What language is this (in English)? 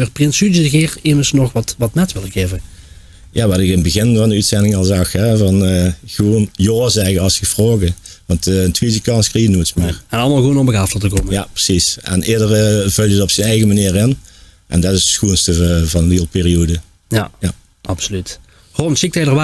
Limburgish